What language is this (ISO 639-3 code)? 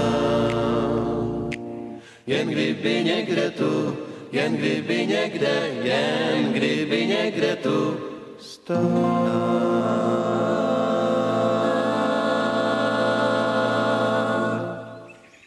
ces